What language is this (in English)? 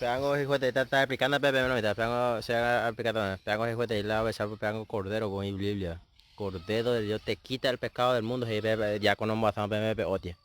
Guarani